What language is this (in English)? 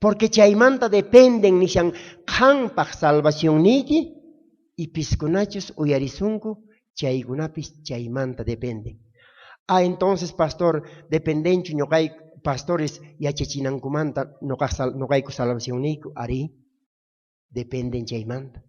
South Bolivian Quechua